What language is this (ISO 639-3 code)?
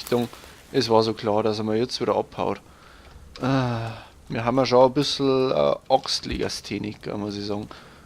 bar